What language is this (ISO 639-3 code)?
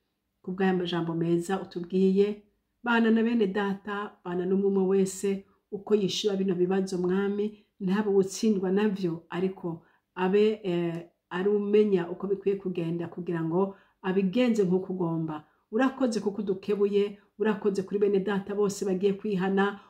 run